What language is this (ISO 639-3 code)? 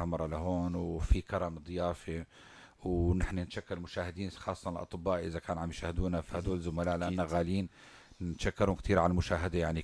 apc